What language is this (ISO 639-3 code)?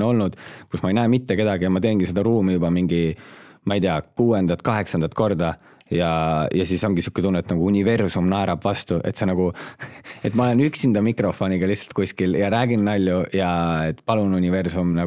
est